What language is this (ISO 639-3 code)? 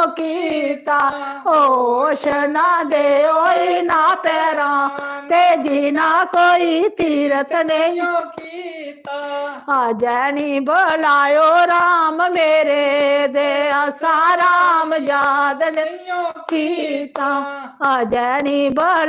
doi